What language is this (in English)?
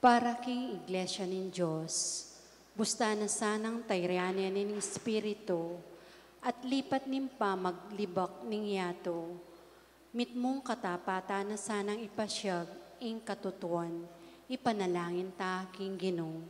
Pampanga